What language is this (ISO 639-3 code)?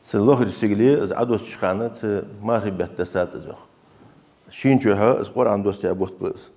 inh